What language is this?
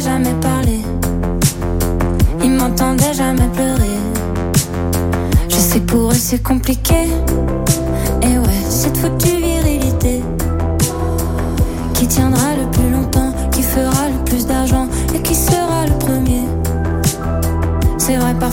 French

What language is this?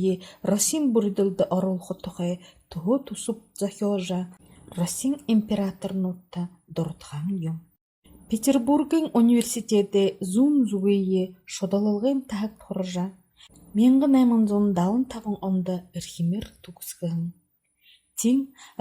Buriat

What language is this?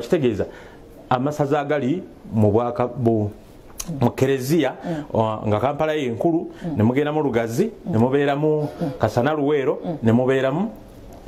Ganda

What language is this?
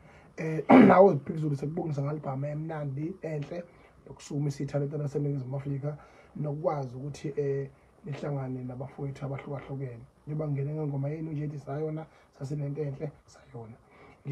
Zulu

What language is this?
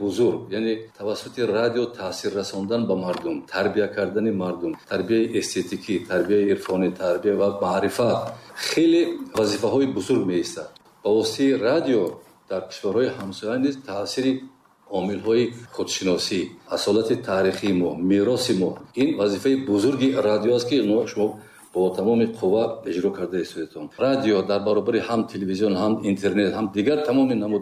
Tajik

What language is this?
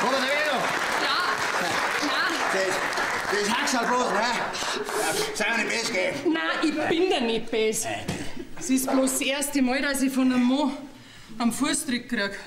Bavarian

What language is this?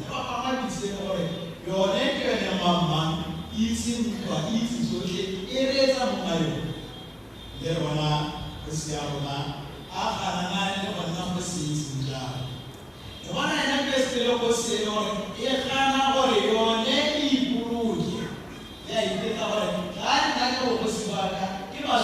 Tswana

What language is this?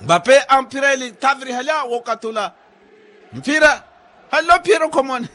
Makhuwa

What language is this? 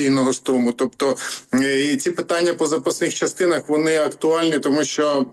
Ukrainian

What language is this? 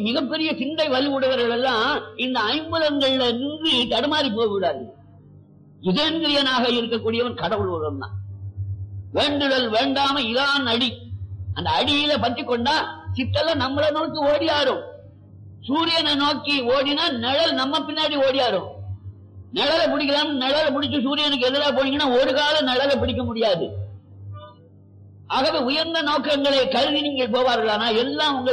Tamil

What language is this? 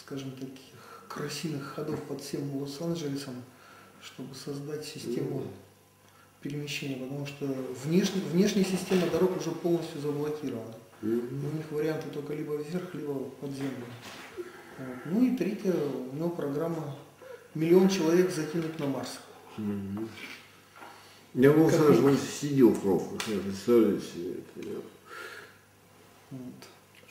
Russian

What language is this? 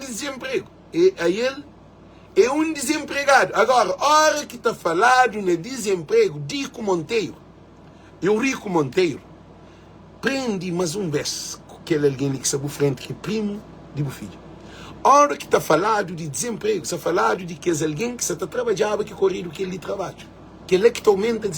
Kabuverdianu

